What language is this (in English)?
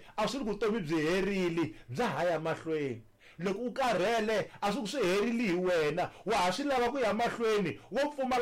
Tsonga